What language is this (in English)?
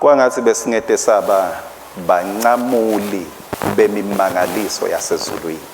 Swati